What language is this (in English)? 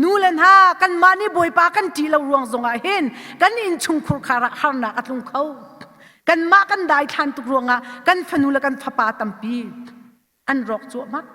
Hakha Chin